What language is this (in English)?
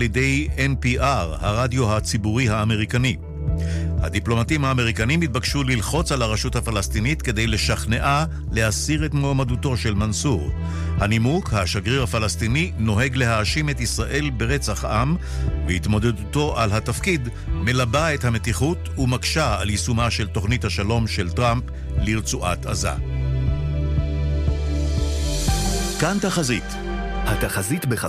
Hebrew